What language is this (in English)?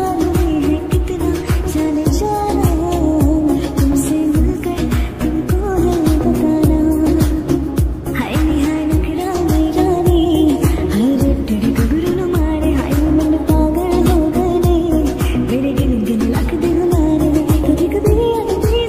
Hindi